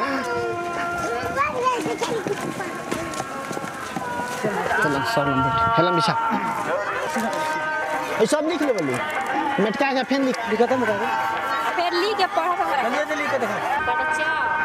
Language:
Bhojpuri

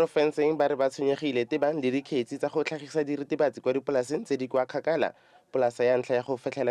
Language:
Tswana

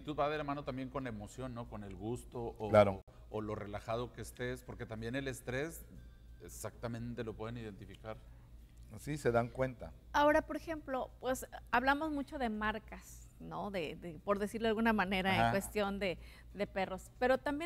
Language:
Spanish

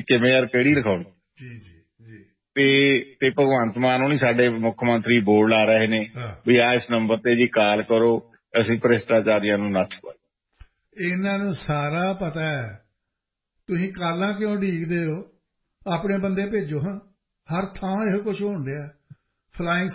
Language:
Punjabi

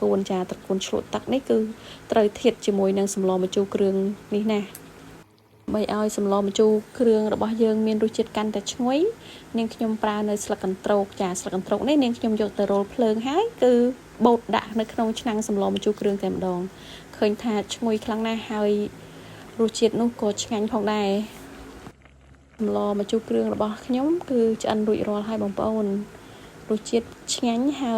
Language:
Khmer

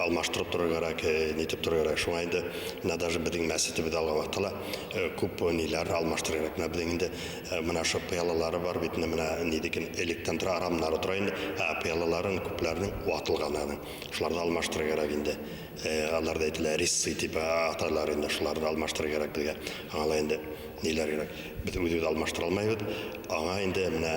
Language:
Bashkir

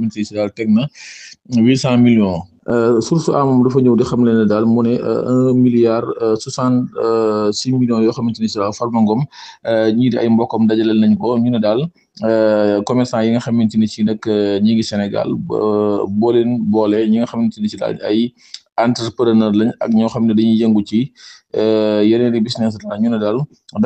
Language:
Wolof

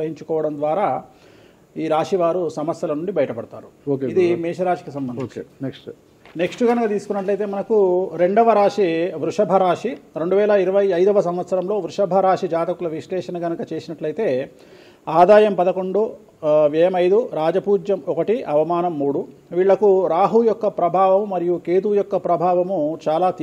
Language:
Telugu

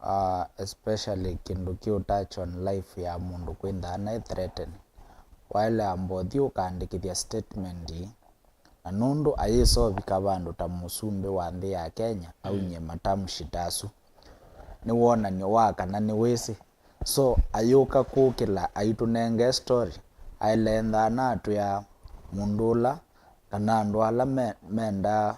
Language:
Kamba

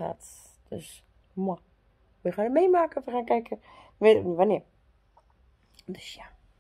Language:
Dutch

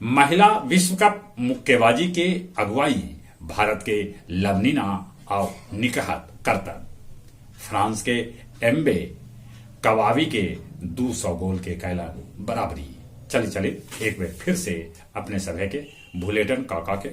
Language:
Magahi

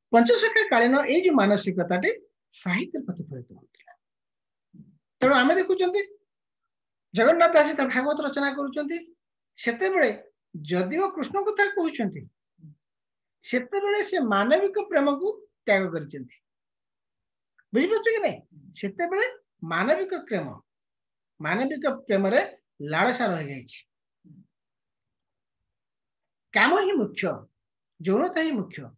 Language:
Odia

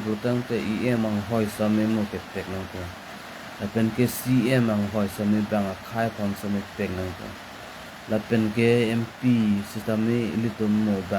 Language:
Karbi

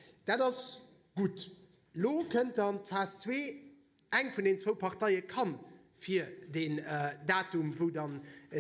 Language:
Luxembourgish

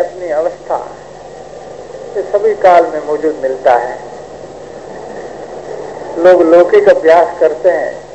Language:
Hindi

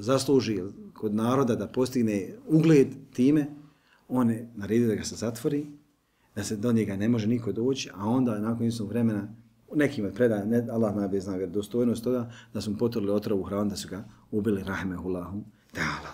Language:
Bosnian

